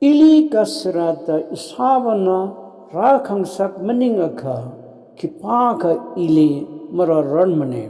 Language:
Tangkhul Naga (India)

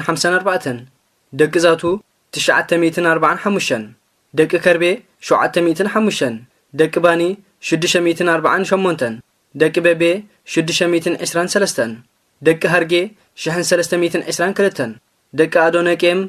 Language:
Tigrinya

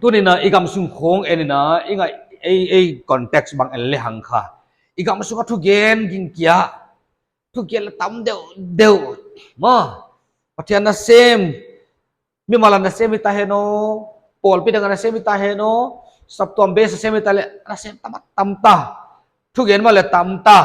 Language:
Paite Chin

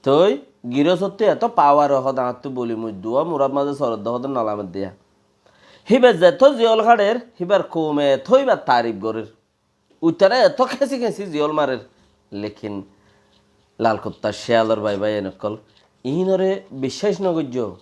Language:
Rohingya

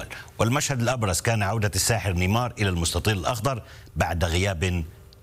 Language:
Arabic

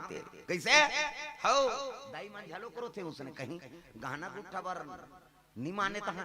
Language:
Chhattisgarhi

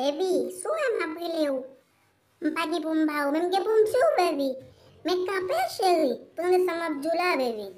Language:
Haitian Creole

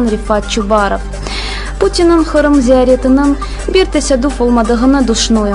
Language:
Crimean Tatar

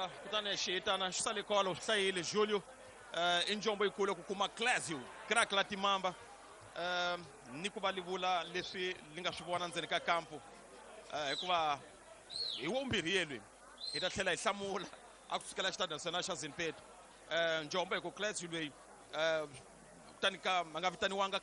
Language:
Tsonga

